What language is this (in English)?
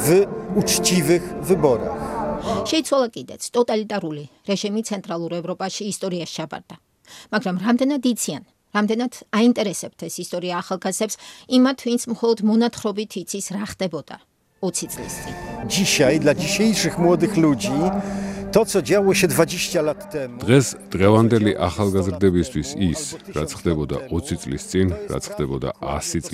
Georgian